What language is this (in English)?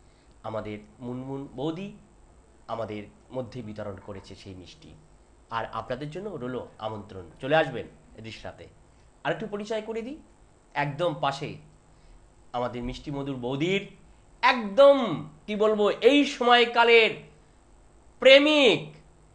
Bangla